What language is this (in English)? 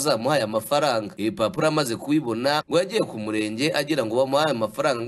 Kinyarwanda